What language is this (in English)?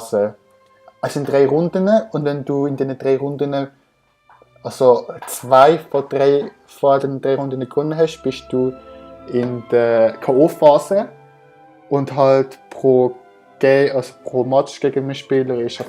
Swiss German